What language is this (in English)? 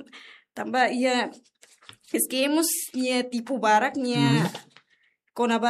Tetum